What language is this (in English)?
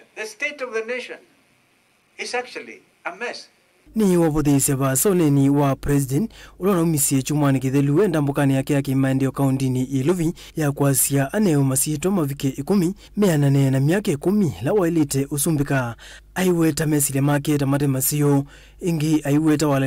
Kamba